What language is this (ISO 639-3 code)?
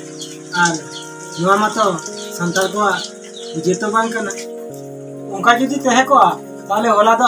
sat